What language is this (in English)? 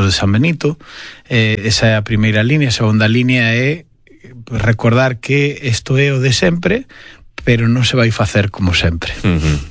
Galician